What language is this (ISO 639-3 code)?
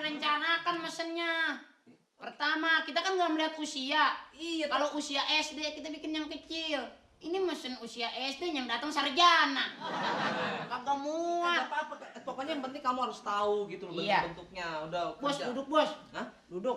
bew